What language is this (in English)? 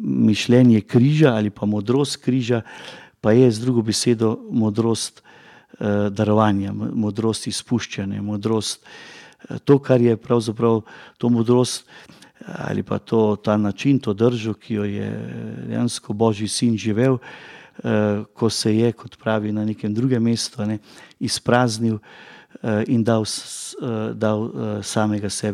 Slovenian